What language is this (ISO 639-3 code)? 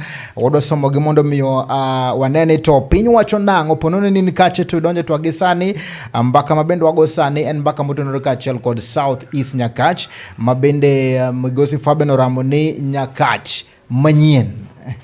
luo